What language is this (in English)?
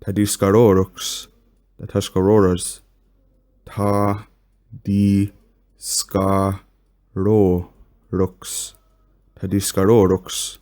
Mohawk